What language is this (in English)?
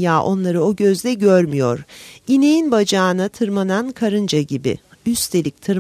Turkish